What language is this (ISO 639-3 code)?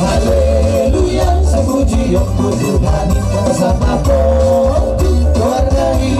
bbc